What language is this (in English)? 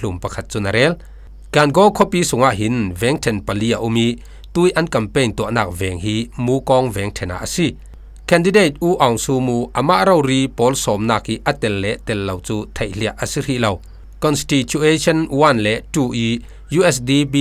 Falam Chin